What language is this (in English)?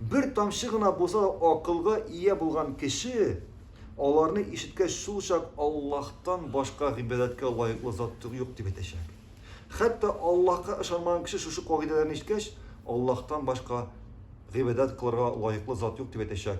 Tatar